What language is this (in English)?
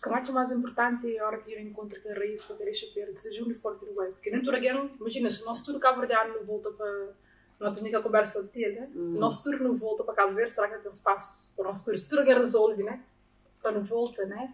Kabuverdianu